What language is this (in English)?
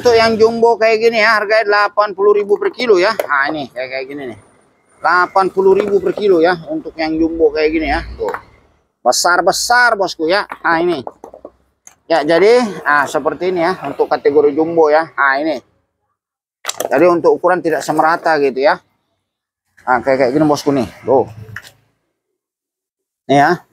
Indonesian